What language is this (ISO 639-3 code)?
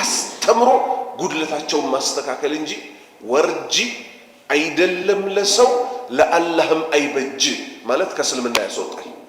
amh